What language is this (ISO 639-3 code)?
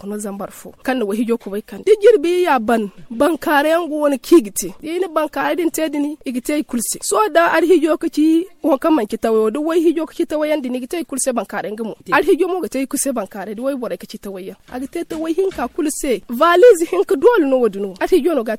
dje